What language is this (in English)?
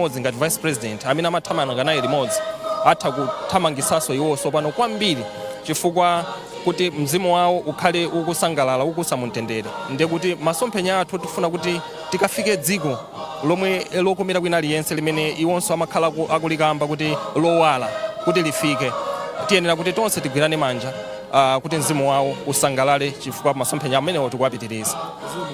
Nyanja